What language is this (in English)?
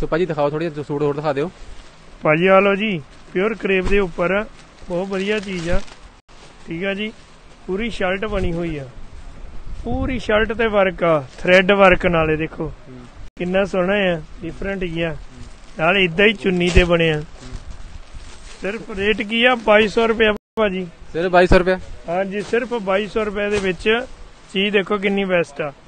Punjabi